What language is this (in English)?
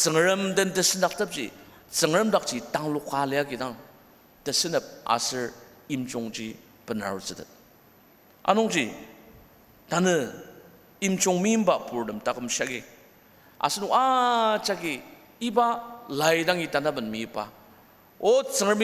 Ao Naga